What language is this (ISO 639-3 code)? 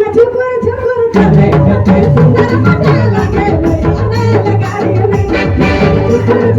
sck